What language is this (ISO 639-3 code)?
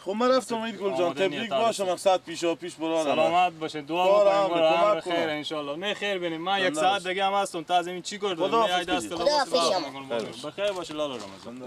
fas